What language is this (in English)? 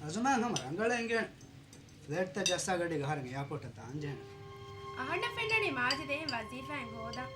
Divehi